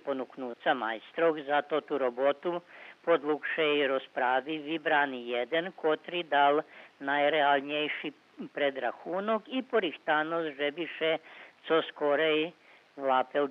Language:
Rusyn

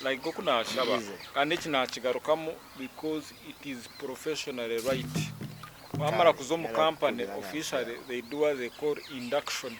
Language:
Nyankole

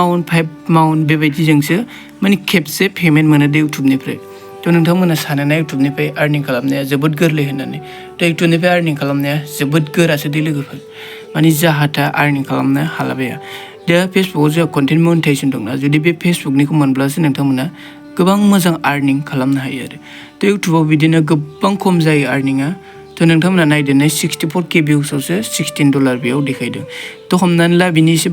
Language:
Bodo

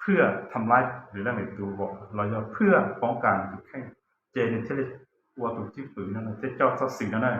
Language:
Hmong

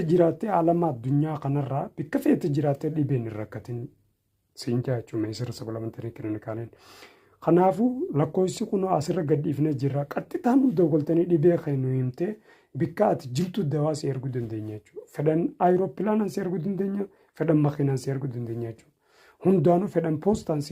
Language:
Oromo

